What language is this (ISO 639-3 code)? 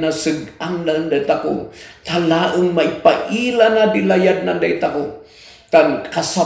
kne